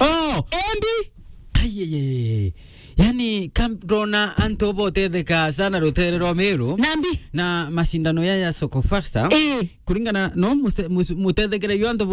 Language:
Meru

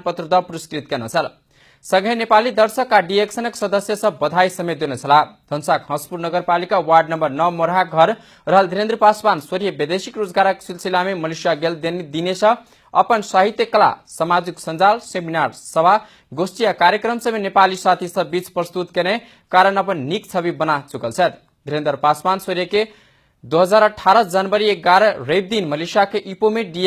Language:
Maithili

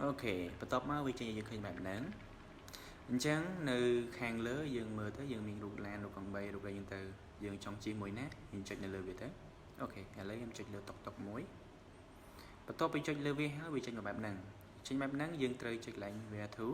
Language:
Khmer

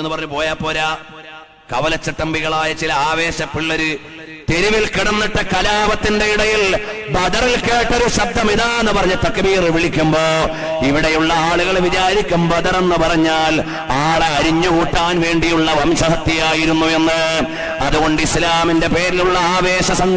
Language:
Malayalam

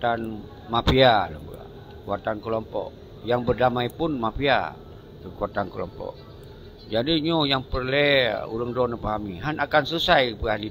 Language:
Achinese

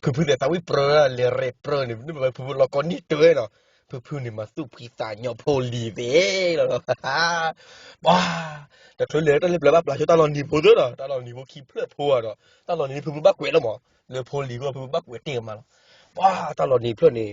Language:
S'gaw Karen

